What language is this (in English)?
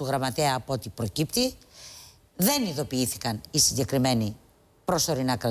Greek